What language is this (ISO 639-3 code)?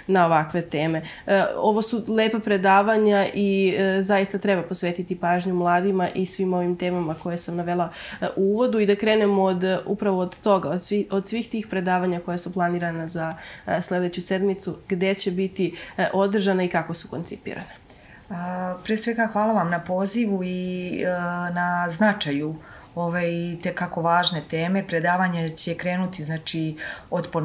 srp